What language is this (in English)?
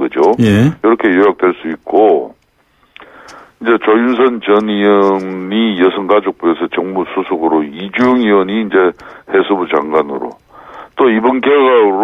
Korean